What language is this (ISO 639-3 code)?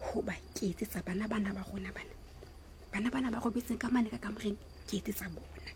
sot